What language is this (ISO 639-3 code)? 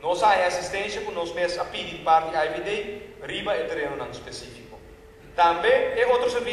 pap